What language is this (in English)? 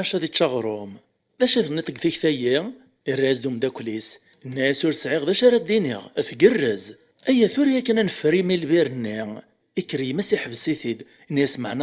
Kabyle